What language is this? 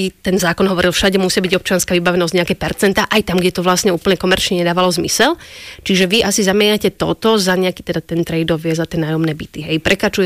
Slovak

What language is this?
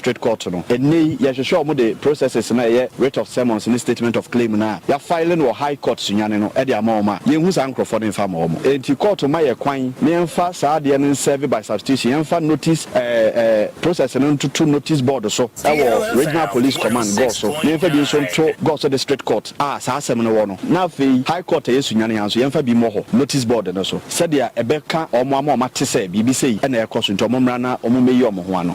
Akan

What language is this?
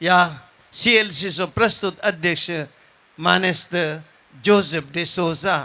Konkani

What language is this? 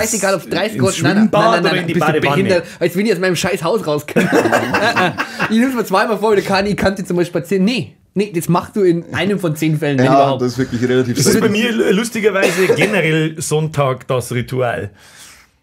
Bavarian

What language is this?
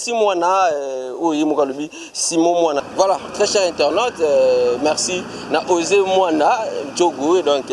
Lingala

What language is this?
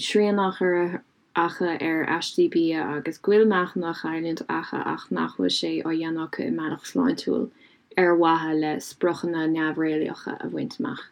Irish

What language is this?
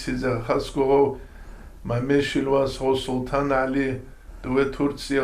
Avaric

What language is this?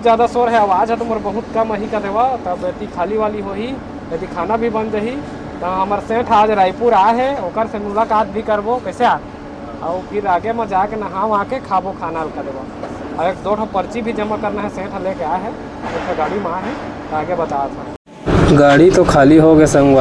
Chhattisgarhi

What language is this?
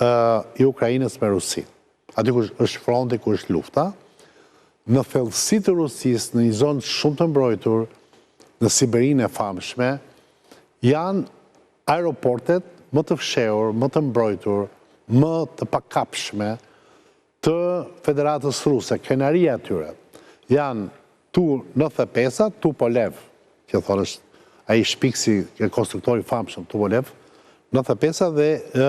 Albanian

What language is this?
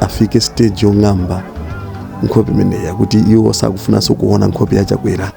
Nyanja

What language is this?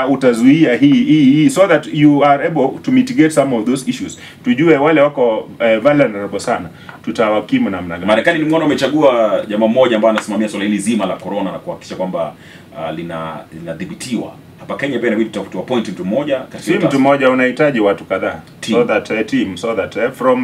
Swahili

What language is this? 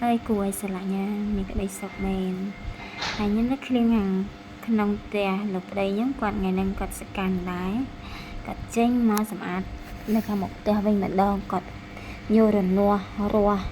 Khmer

